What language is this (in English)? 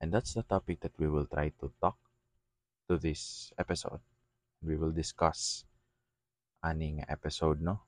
Cebuano